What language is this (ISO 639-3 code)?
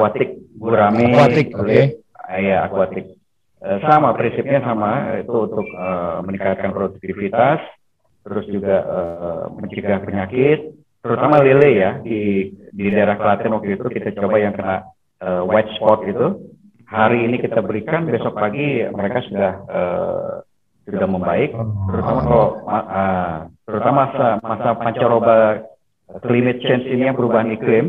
ind